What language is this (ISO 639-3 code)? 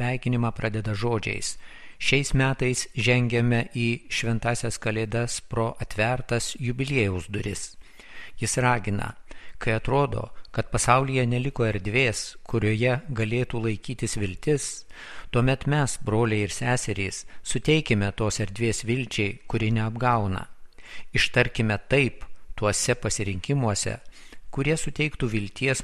lit